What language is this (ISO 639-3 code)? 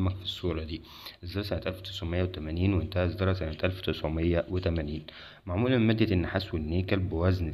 arz